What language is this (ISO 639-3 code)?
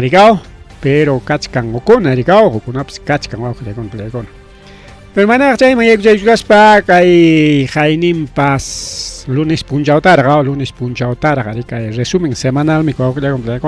quy